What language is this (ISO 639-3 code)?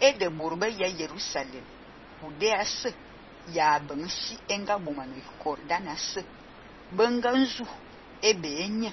fan